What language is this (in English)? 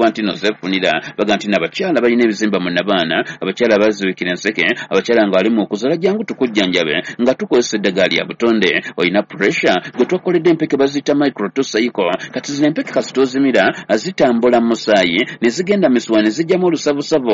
Ganda